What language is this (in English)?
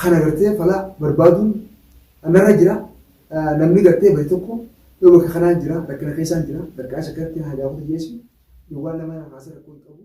Oromo